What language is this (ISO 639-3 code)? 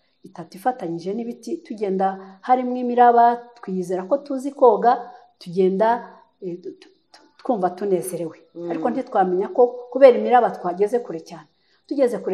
kin